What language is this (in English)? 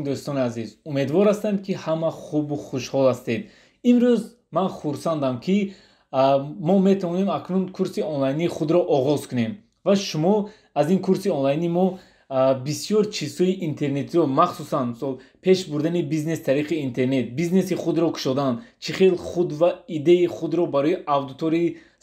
Tajik